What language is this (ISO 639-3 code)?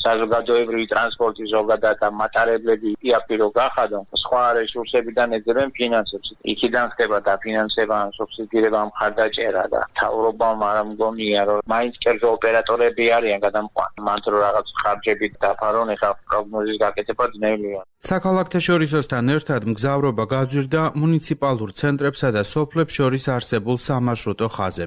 kat